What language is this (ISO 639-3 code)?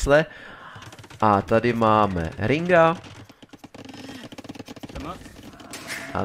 ces